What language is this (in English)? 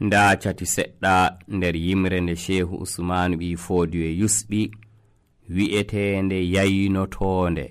Nigerian Fulfulde